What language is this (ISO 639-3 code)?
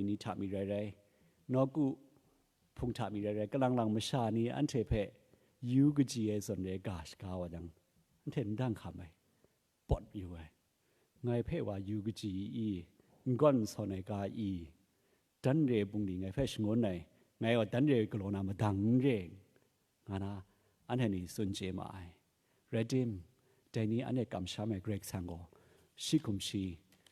kac